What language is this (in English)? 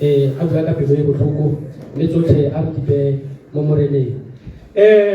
Tswana